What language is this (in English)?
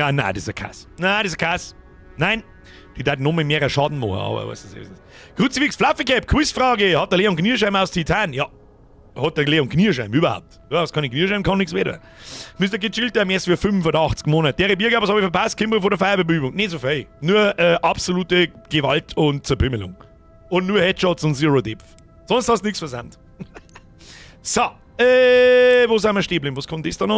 Bavarian